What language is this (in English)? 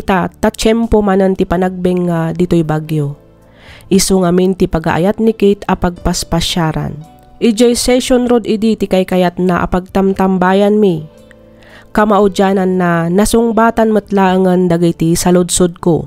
Iloko